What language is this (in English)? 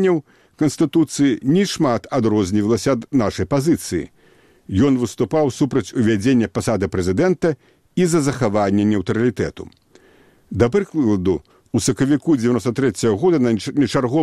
Belarusian